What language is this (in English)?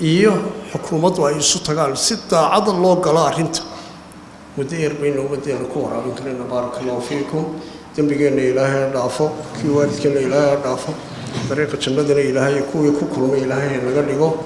Somali